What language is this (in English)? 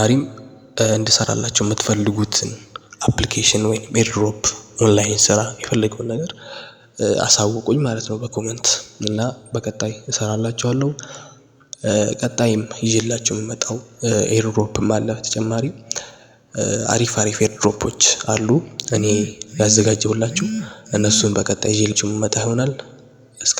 Amharic